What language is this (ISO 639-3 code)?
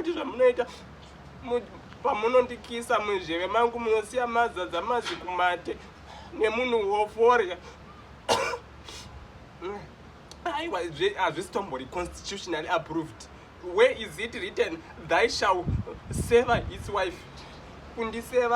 sna